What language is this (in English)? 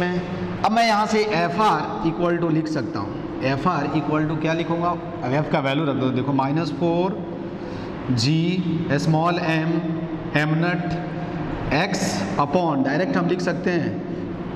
Hindi